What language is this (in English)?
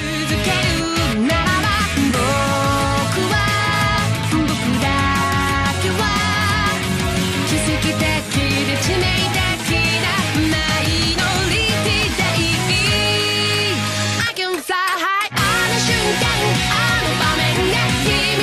Japanese